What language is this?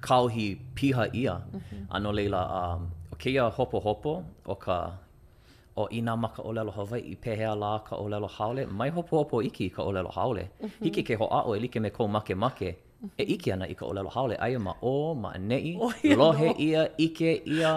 Hawaiian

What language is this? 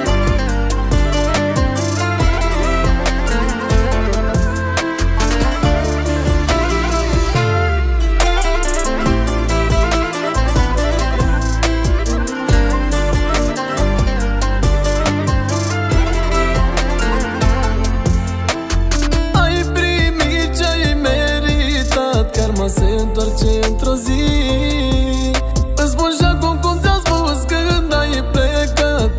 Romanian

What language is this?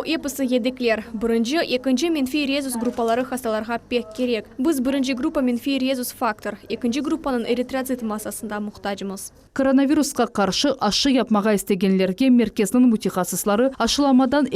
Crimean Tatar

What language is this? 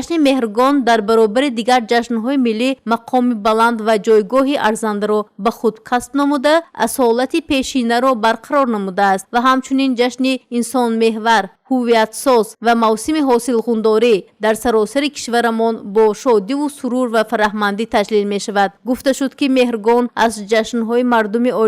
Tajik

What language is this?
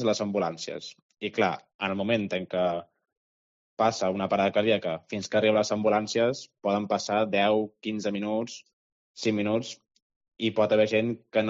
Catalan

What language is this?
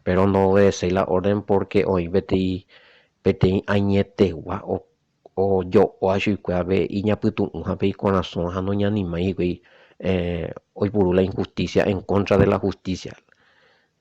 Guarani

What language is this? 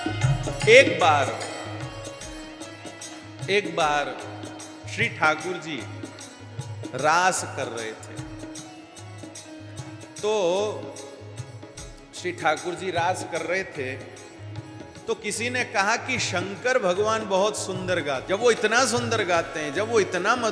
Hindi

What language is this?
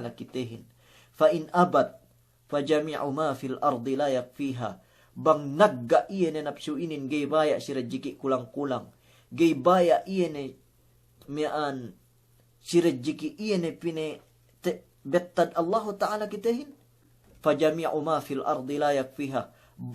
Yakan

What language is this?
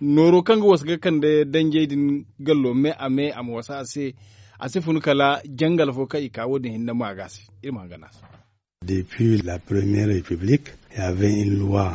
Zarma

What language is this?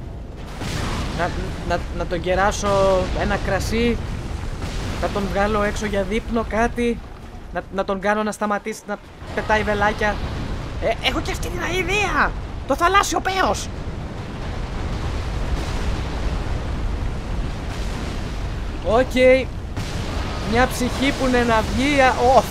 Greek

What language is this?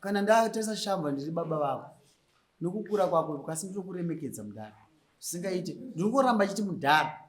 Shona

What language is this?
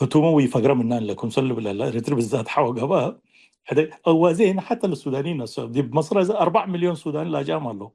Tigre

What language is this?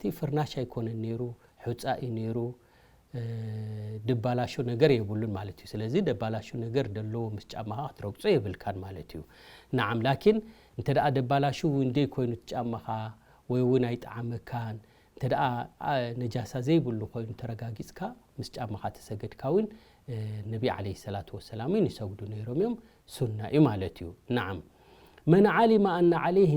Tigrinya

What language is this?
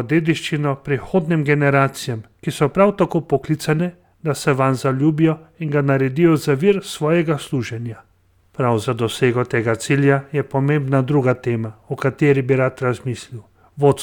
Slovenian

